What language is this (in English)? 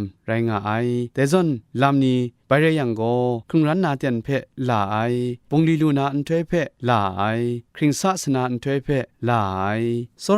Kachin